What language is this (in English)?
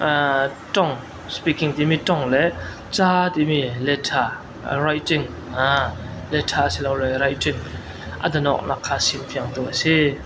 Falam Chin